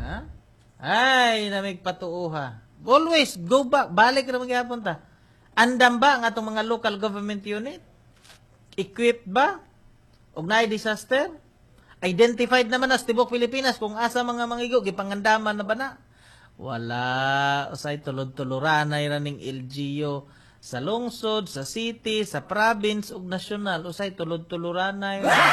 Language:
Cebuano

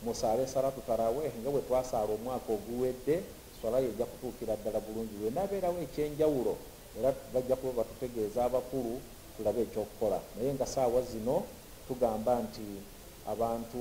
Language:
Ganda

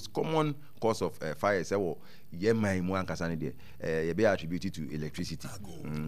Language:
Akan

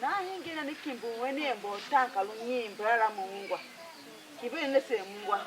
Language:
Tiv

